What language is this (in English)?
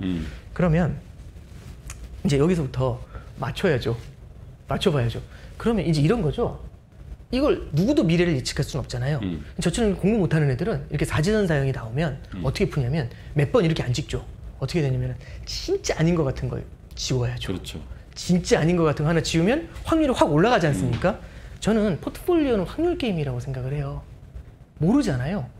Korean